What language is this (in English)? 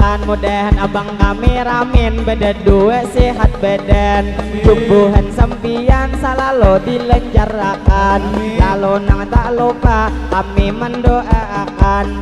Banjar